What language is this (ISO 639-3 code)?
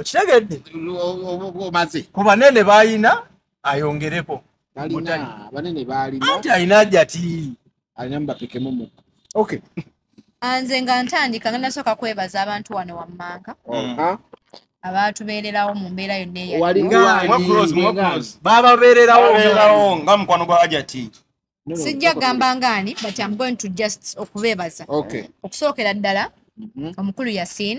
lug